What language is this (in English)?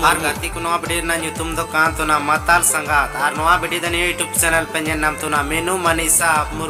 Santali